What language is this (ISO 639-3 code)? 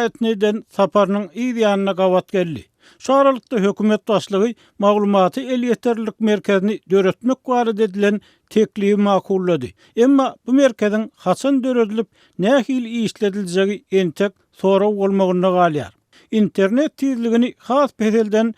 tuk